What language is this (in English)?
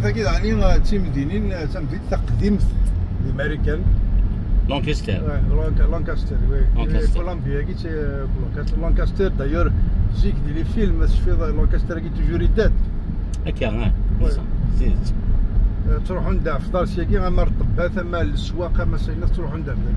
Kabyle